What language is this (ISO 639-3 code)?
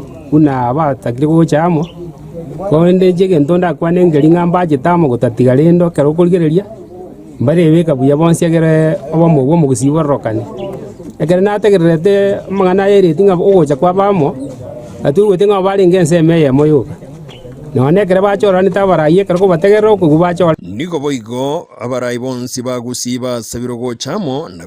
guz